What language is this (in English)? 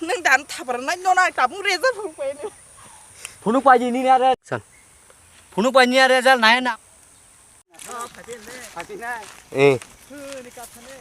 Kok Borok